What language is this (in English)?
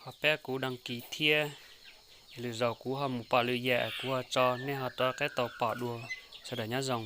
Hmong